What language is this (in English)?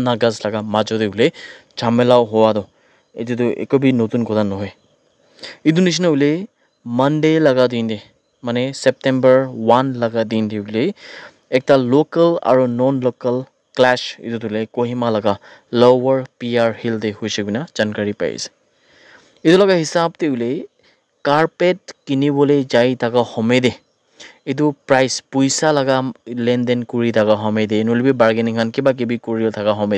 Naga Pidgin